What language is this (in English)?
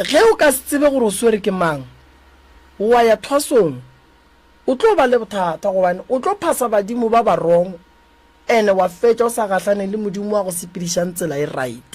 Northern Sotho